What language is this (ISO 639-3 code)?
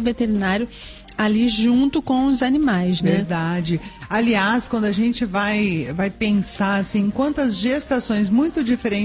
por